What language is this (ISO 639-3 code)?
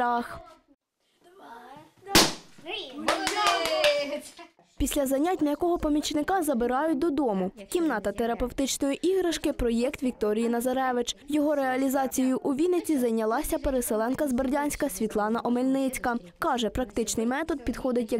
ukr